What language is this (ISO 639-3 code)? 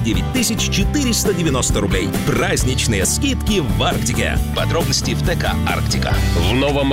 rus